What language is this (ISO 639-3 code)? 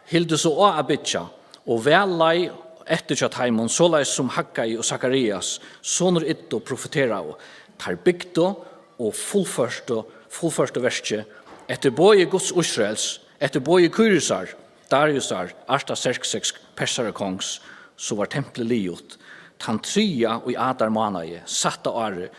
fao